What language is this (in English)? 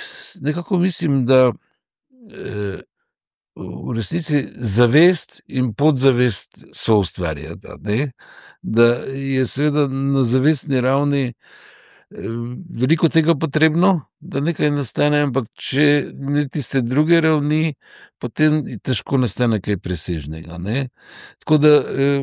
Slovenian